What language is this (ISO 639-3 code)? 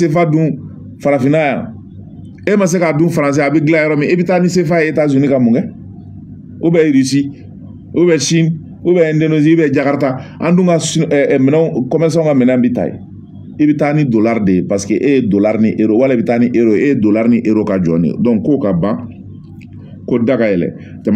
bam